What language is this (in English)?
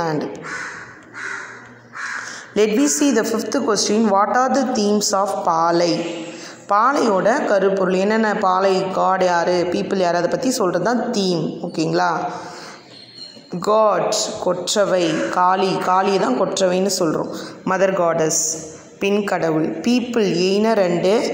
Tamil